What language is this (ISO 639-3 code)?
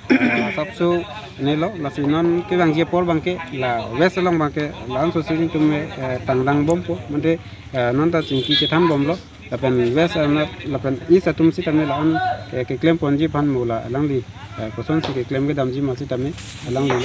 mjw